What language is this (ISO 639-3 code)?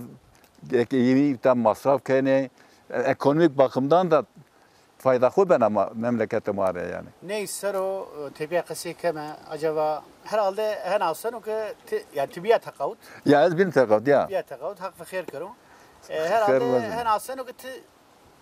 zza